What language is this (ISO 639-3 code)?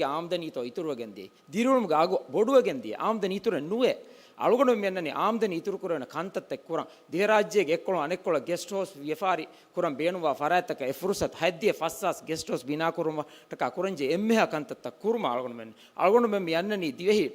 div